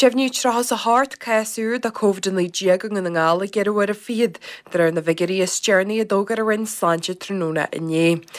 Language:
Irish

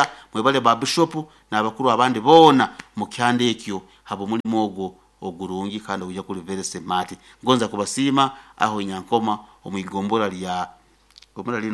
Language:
Nyoro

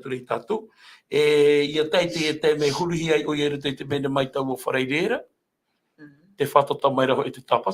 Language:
Tahitian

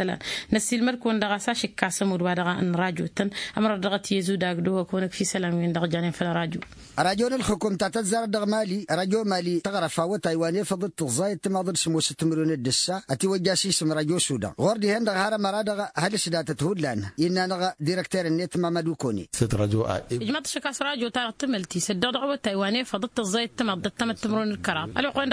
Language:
Tamasheq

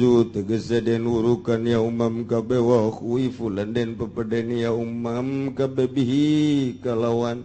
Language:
Sundanese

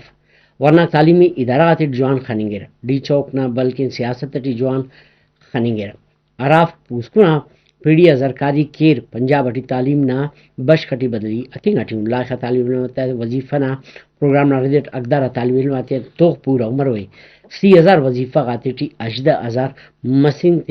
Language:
Brahui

